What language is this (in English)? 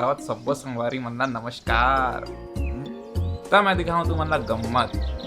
Chhattisgarhi